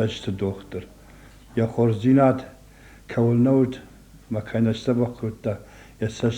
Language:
Ossetic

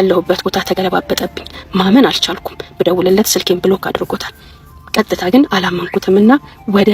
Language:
Amharic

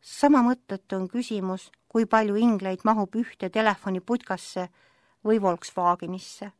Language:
Estonian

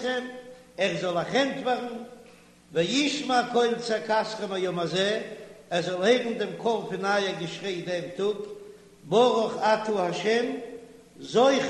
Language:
Yiddish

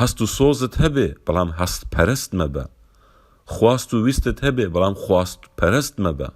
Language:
Central Kurdish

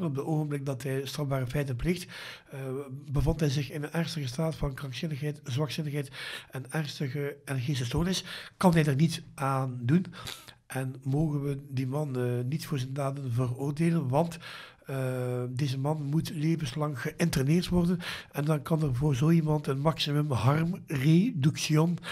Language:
Dutch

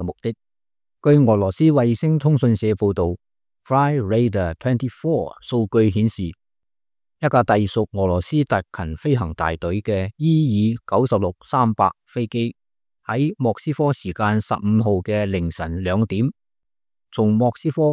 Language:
Cantonese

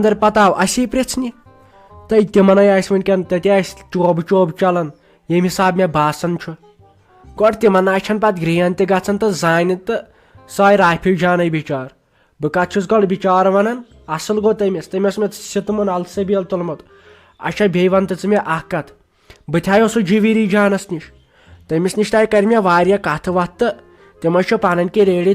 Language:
Kashmiri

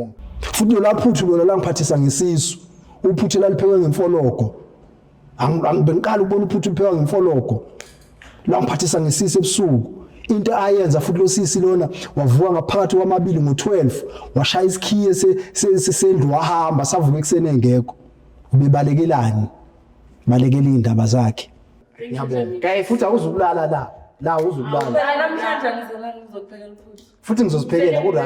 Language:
Zulu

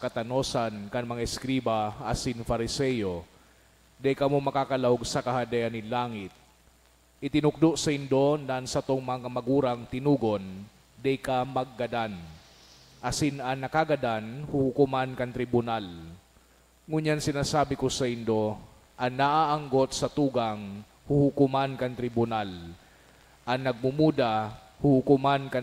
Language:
Bikol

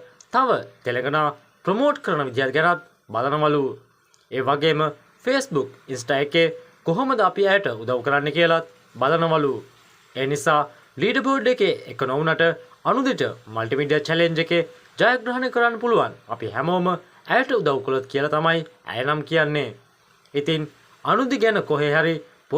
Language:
Sinhala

